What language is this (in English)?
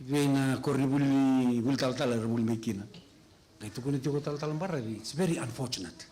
Fijian